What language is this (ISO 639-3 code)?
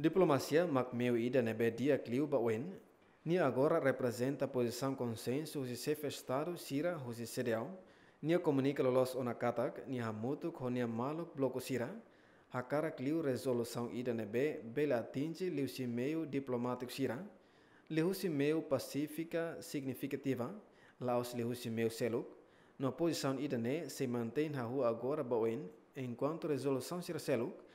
tet